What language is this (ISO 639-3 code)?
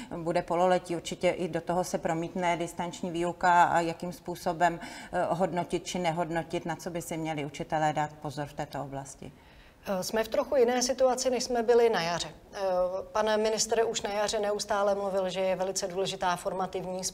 ces